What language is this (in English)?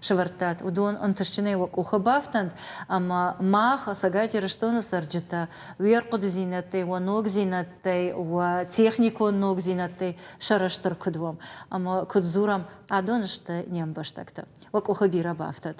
Ossetic